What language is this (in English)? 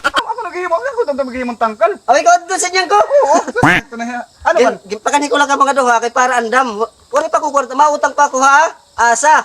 Waray